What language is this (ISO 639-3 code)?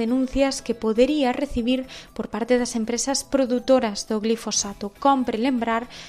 glg